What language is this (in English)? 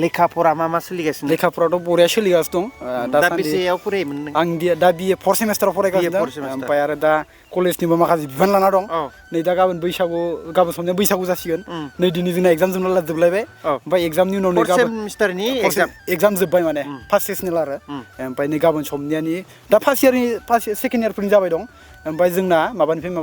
Bodo